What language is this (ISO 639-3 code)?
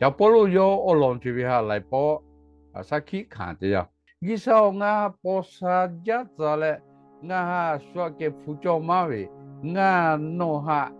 lhu